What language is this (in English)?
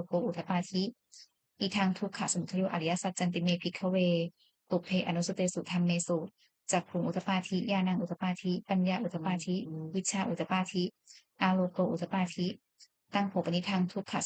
Pali